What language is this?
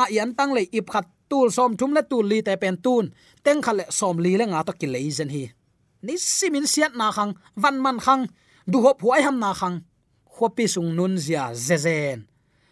Tedim Chin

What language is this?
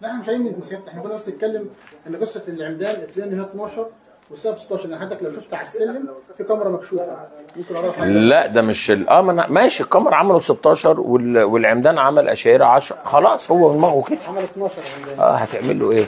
Egyptian Arabic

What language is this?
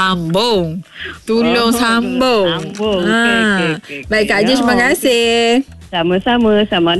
Malay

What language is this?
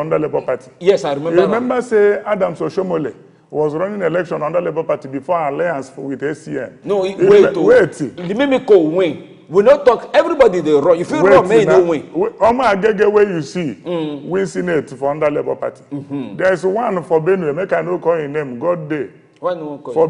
Nigerian Pidgin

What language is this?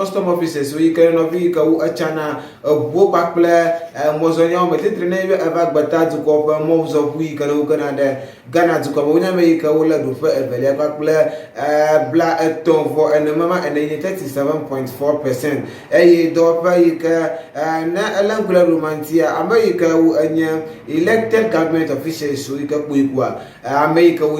Ewe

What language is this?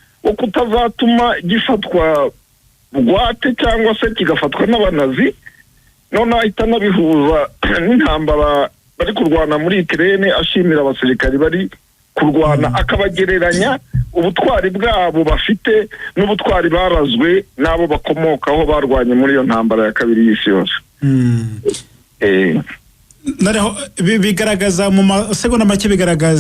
Kinyarwanda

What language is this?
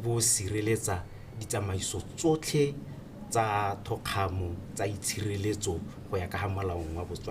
Tswana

